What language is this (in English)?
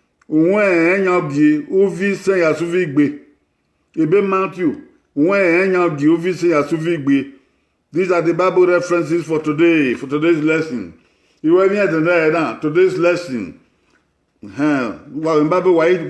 Bini